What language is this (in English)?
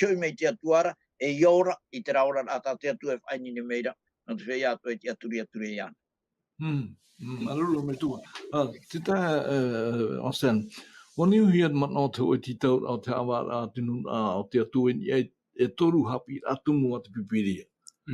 Tahitian